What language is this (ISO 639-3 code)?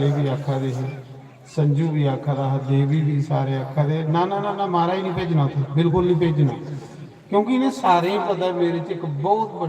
doi